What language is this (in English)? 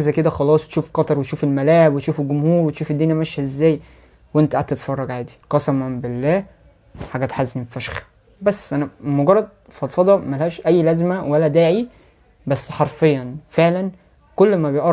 Egyptian Arabic